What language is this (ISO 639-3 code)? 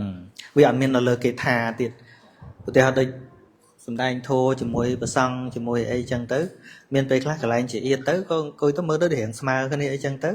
khm